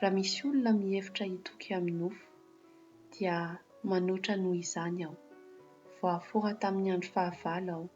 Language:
Malagasy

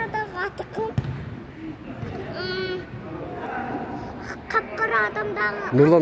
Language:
Kazakh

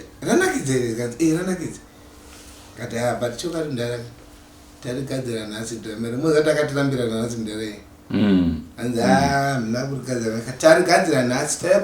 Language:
Shona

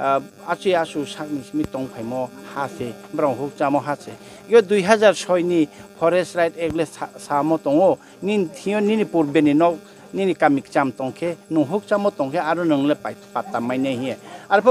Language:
Riang (India)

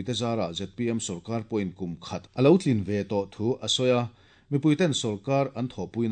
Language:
Mizo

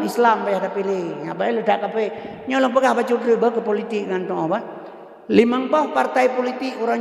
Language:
Achinese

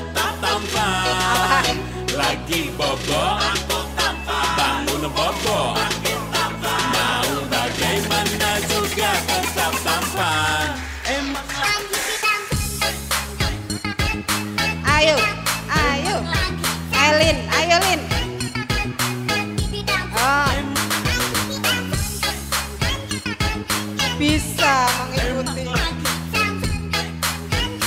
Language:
Indonesian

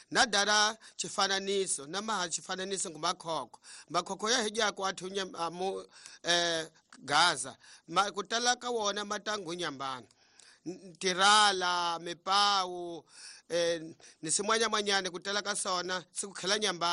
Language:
Tsonga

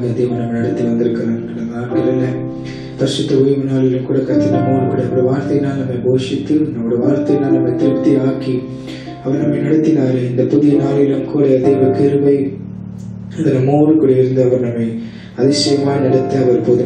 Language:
Tamil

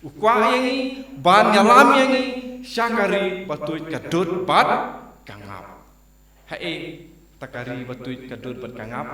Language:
Khasi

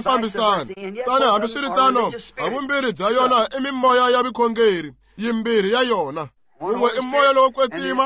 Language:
Tsonga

